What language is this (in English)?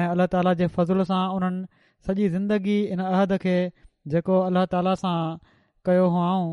Sindhi